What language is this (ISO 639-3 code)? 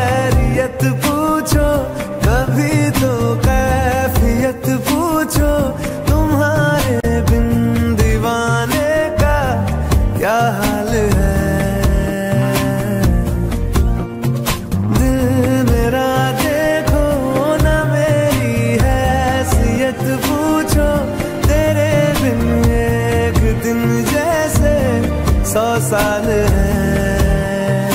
hin